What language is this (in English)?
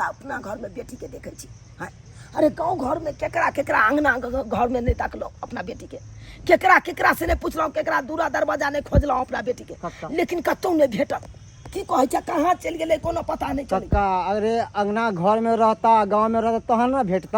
Maithili